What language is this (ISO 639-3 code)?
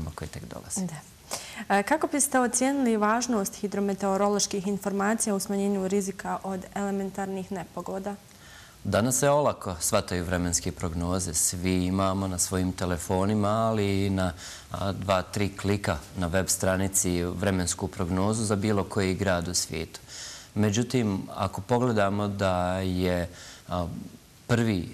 bos